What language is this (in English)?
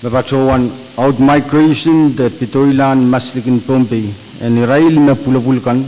Pohnpeian